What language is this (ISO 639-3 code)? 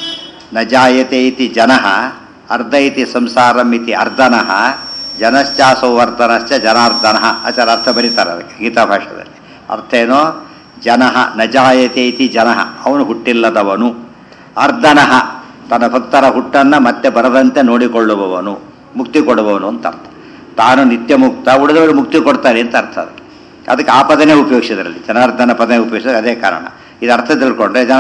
kan